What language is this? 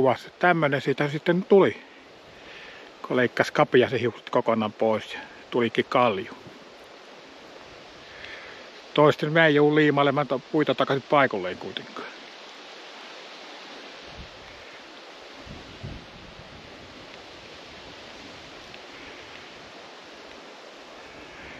Finnish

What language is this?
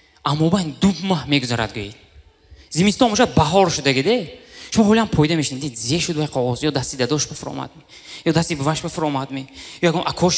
Tajik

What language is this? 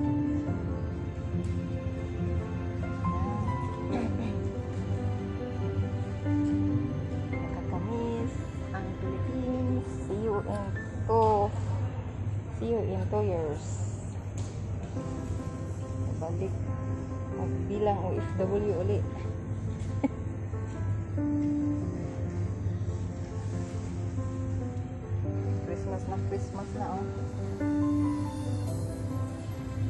Filipino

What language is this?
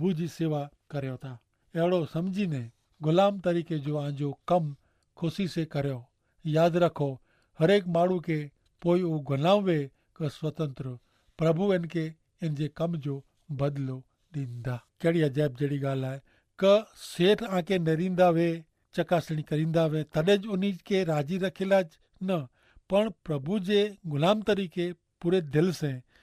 Kachhi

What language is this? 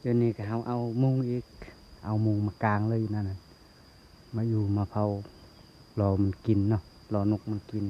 Lao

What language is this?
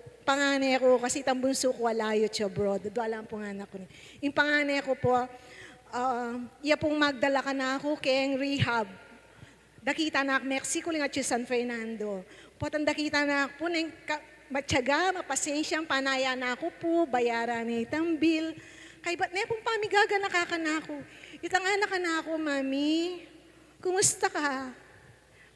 Pampanga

